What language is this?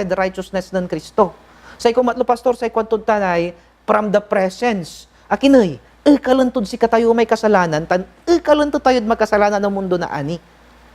Pangasinan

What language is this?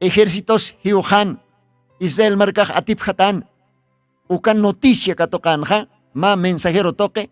Aymara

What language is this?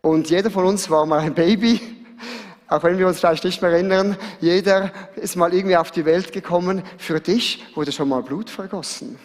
Swiss German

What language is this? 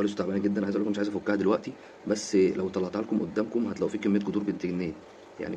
Egyptian Arabic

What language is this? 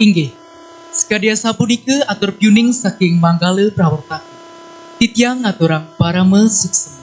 Balinese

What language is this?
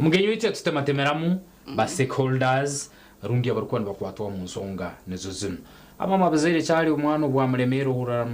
Nyankole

